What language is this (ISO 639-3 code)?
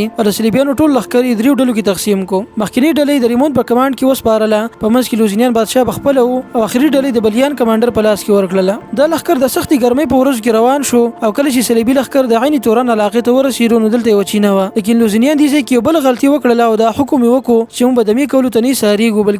pus